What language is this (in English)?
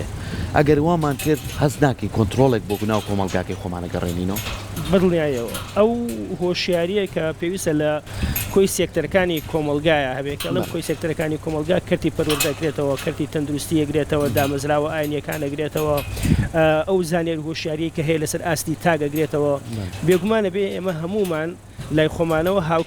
Central Kurdish